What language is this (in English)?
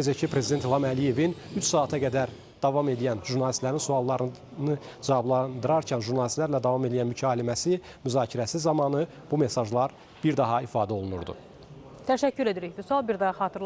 Azerbaijani